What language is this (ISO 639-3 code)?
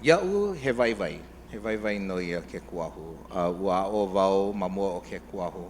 haw